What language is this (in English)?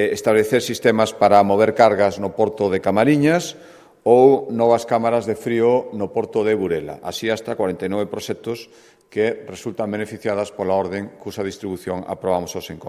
Galician